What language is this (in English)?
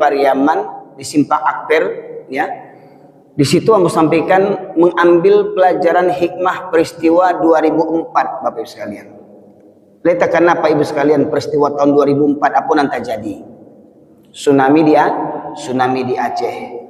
Minangkabau